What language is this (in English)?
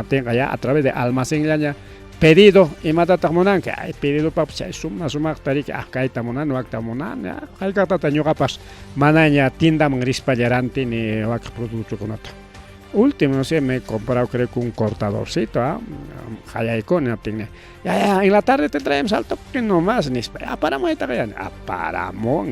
Ayacucho Quechua